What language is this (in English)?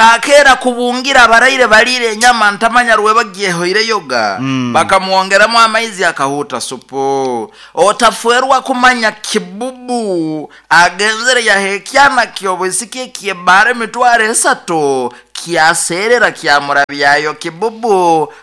Nyoro